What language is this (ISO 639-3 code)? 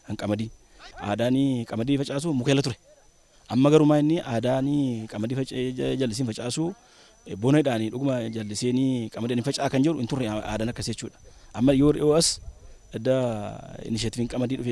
orm